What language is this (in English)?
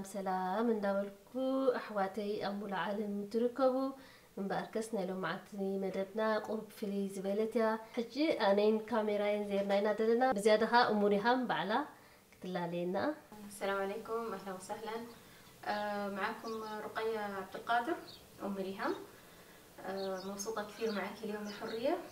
Tigrinya